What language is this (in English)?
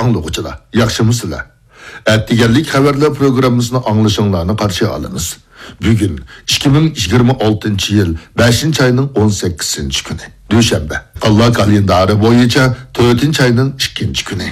Uyghur